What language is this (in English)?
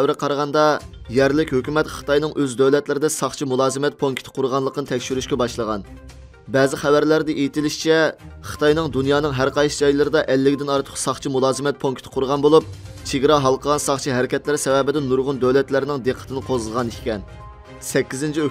Uyghur